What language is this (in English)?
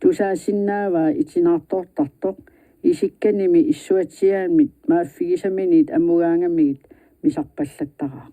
Kalaallisut